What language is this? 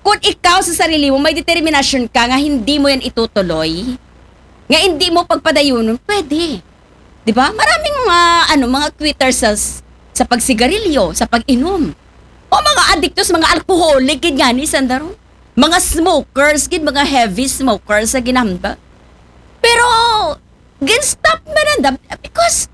Aklanon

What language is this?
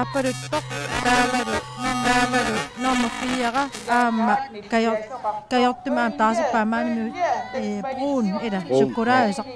Kalaallisut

